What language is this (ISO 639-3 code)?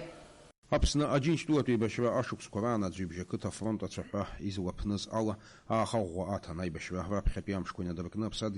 abk